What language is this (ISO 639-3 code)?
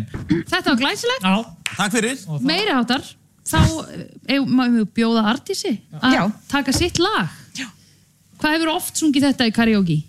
isl